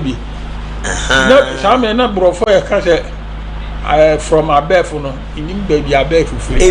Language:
Akan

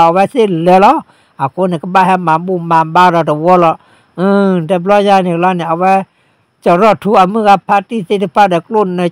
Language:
S'gaw Karen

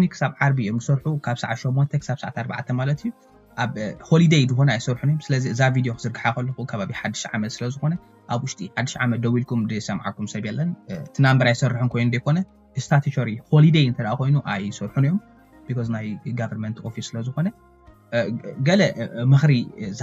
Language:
Tigrinya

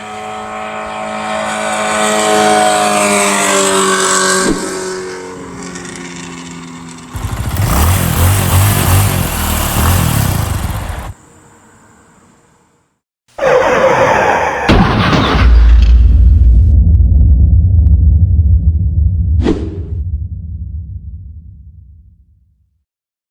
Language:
Santali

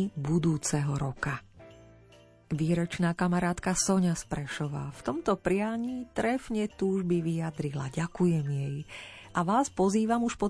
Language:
Slovak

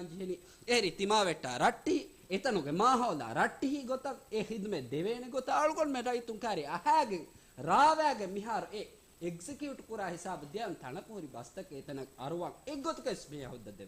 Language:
Divehi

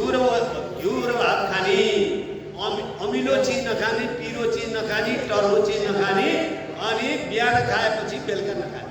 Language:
Nepali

